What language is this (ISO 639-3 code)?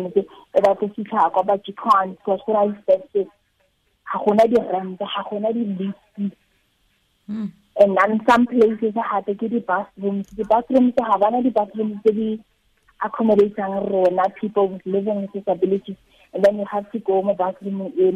tsn